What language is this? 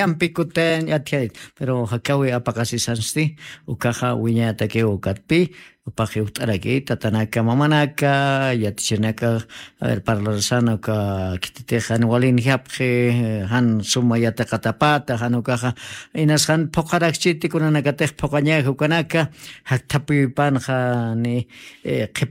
Aymara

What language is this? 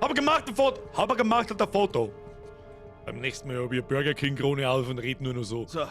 Bavarian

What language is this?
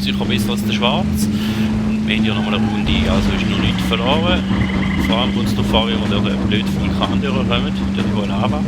Swiss German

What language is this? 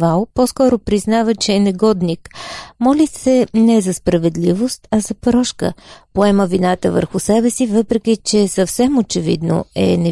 Bulgarian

